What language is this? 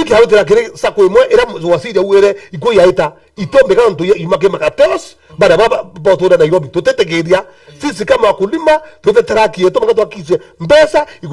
Meru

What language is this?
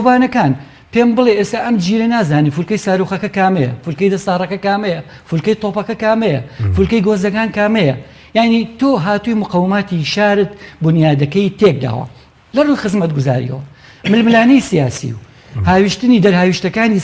Central Kurdish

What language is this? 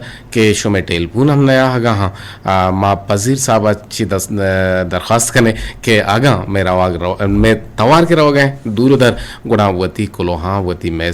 Eastern Balochi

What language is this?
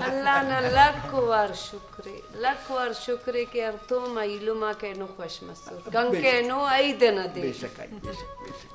Brahui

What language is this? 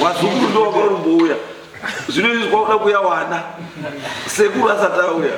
Shona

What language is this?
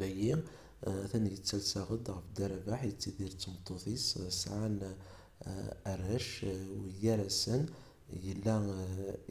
Kabyle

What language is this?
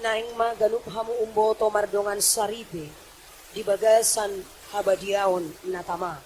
Batak Toba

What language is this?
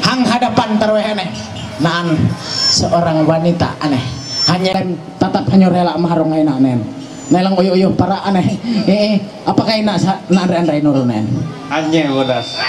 Ma'anyan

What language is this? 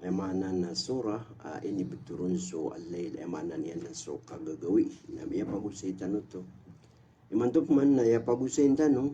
Maranao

